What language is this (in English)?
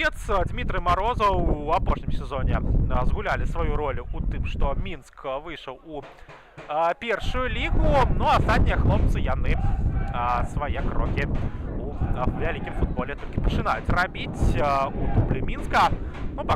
Belarusian